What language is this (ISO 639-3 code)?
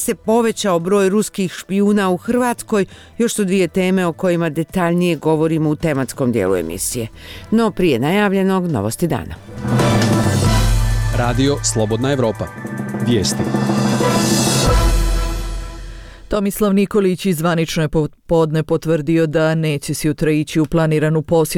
bos